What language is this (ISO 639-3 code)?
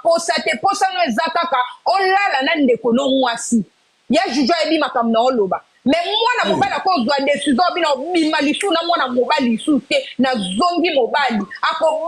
lin